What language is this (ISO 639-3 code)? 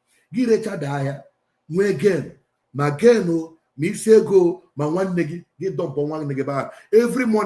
ibo